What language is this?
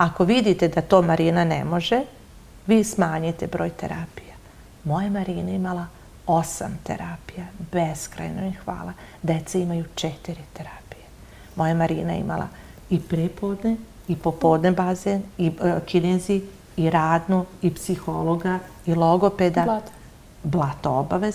Serbian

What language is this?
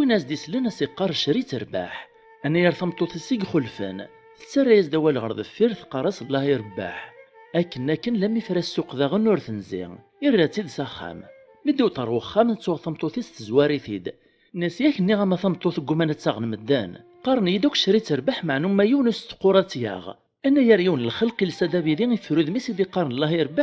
Kabyle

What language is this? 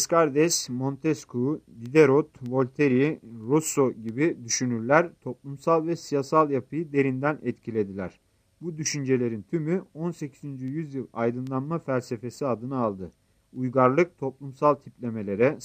Turkish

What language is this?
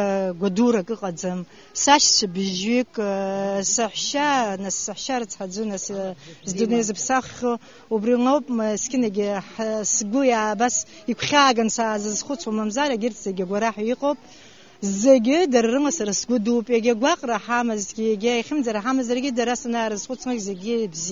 Abkhazian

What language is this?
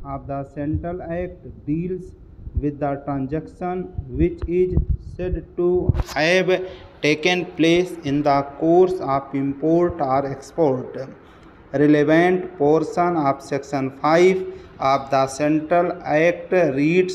English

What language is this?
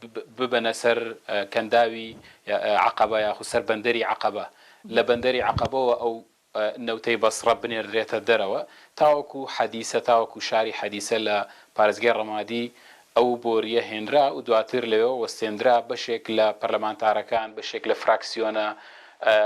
Central Kurdish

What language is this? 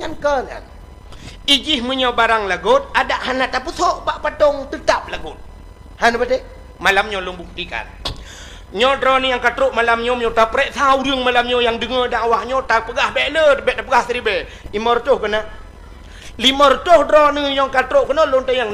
Achinese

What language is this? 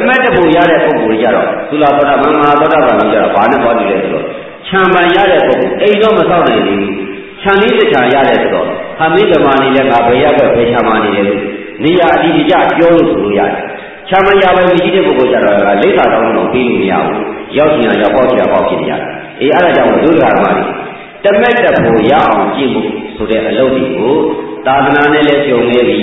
Burmese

